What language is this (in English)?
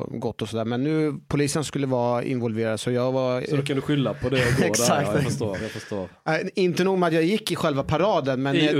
Swedish